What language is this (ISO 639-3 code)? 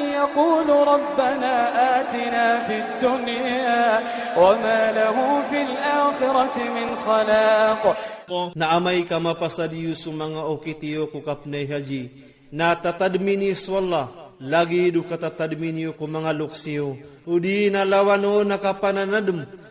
ilp